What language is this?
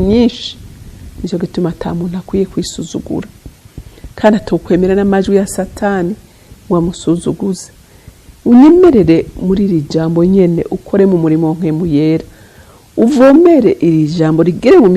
Rundi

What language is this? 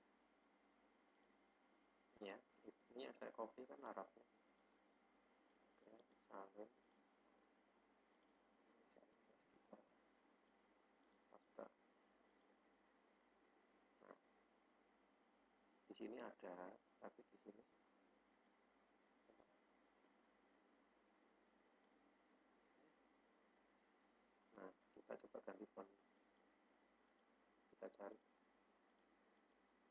Indonesian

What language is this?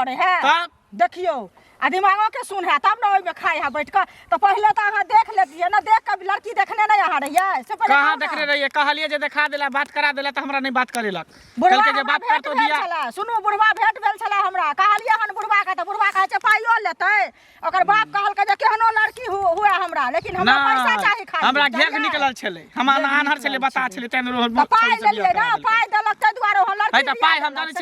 Maithili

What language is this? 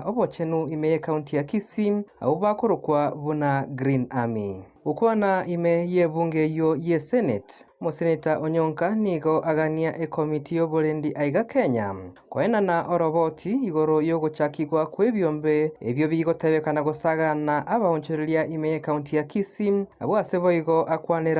Gusii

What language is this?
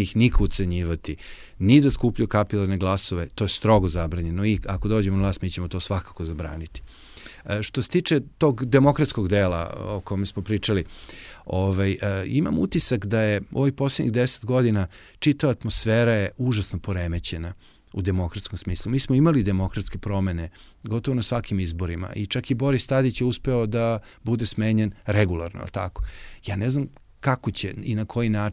Serbian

